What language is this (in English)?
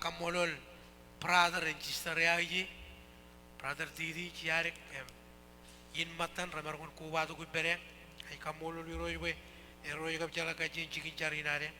Marshallese